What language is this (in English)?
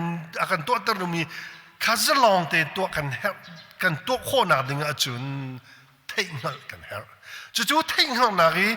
Hakha Chin